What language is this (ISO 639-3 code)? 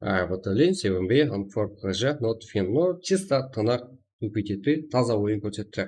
kaa